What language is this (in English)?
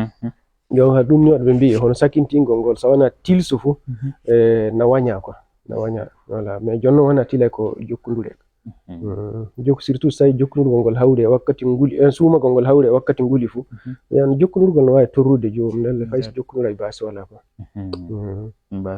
Fula